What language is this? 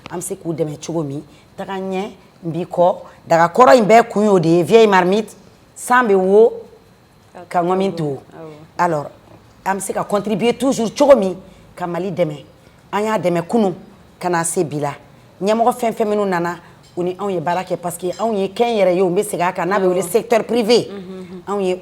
Bambara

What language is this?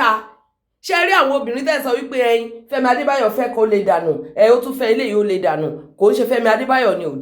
Yoruba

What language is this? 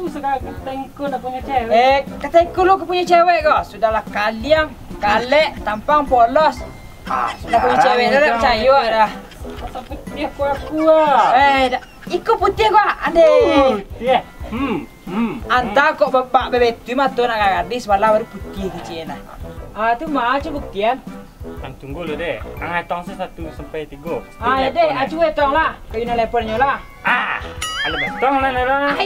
Minangkabau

